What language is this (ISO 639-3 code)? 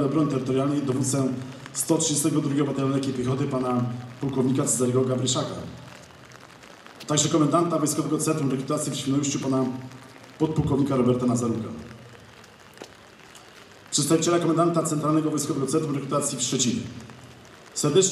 pol